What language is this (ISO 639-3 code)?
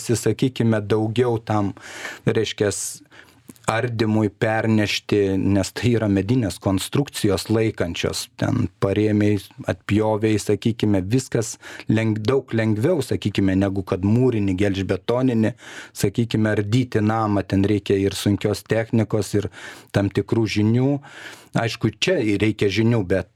lit